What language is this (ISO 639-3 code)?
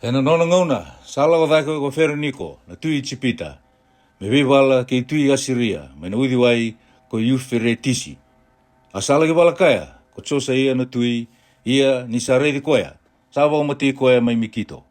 fij